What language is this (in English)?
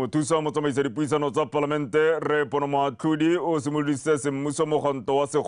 Tswana